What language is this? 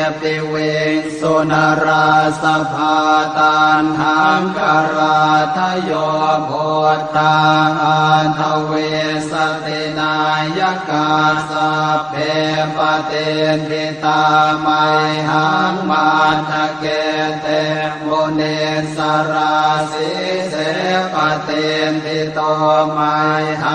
Pali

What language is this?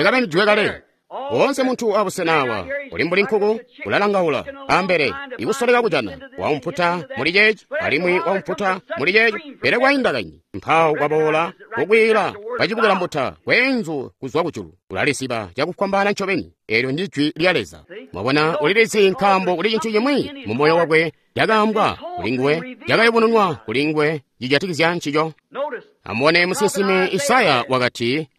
Tonga (Zambia)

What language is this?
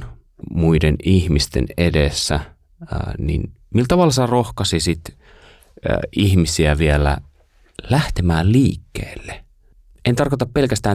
Finnish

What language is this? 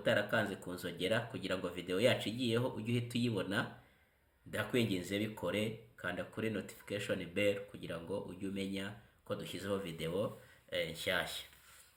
Kinyarwanda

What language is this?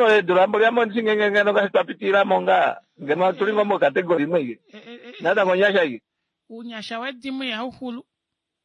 Kuanyama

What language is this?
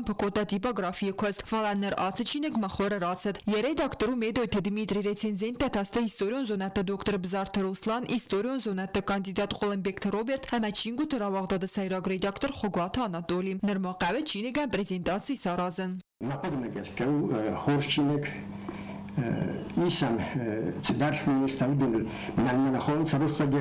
Ossetic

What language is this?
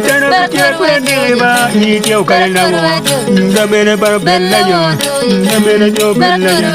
Acoli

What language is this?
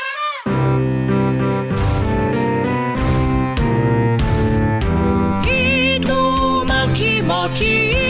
Japanese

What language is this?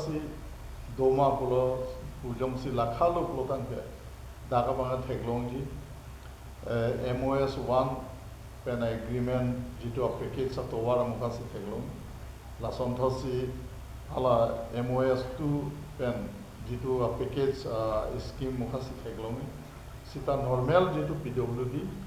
Karbi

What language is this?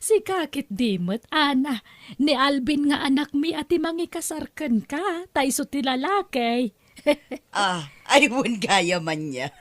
Iloko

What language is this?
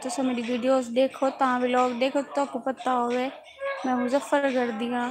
Saraiki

